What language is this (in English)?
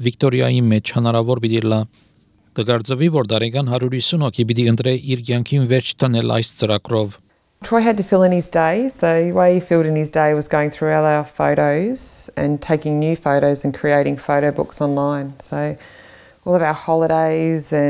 Armenian